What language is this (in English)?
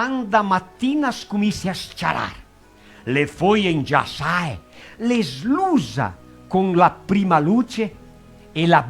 Venetian